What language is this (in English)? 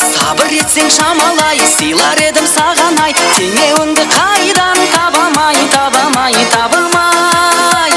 Kara-Kalpak